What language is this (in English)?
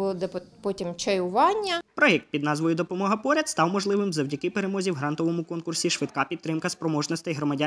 Ukrainian